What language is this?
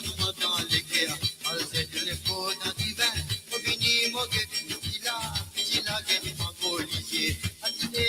Morisyen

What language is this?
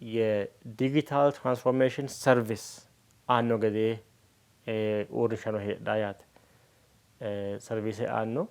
Sidamo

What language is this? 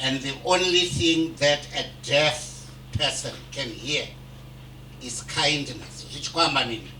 Venda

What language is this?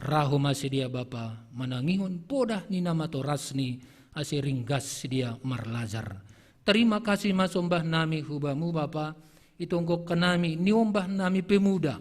Batak Simalungun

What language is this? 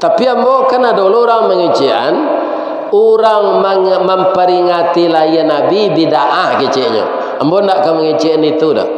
Minangkabau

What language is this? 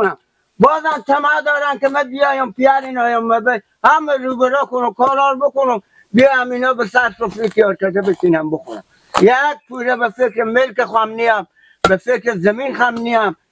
Persian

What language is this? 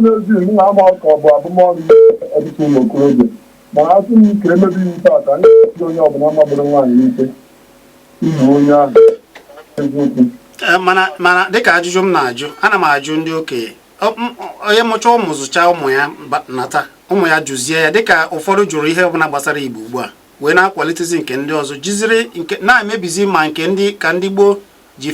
Igbo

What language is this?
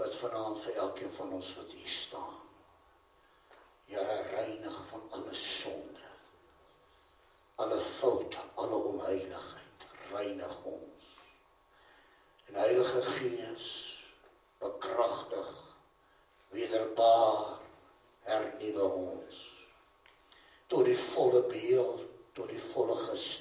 Afrikaans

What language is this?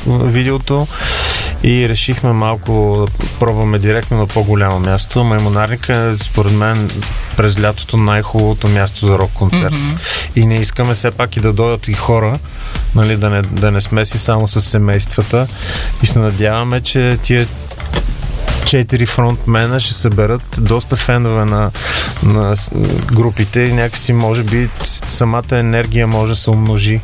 Bulgarian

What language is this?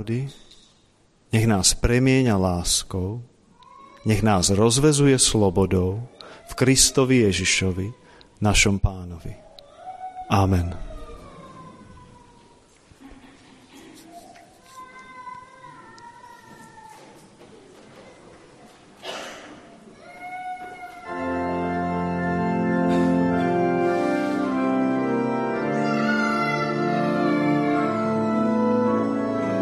Slovak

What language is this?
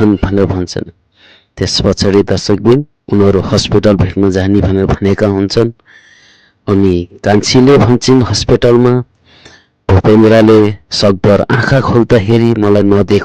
Nepali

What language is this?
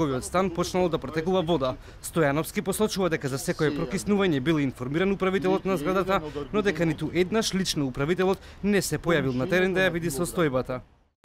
Macedonian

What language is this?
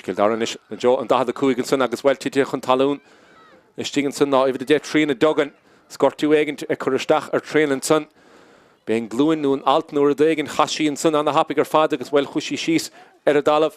Irish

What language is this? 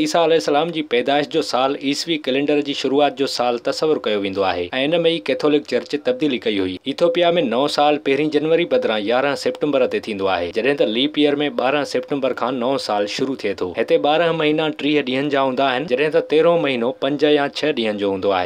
Sindhi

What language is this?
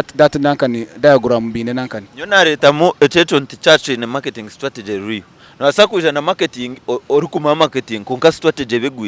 Nyankole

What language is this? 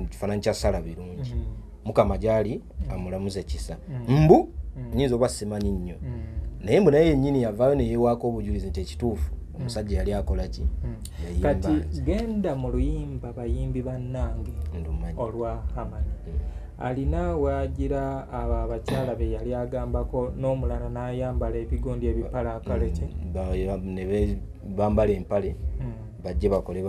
Ganda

